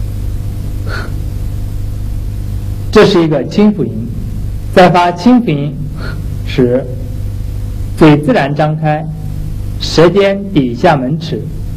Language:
Chinese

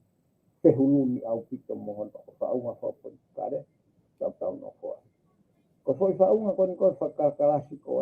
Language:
Tongan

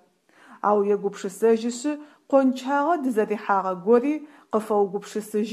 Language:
Adyghe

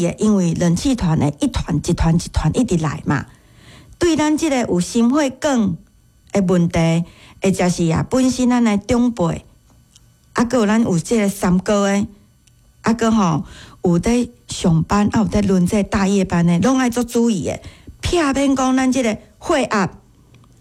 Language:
Min Nan Chinese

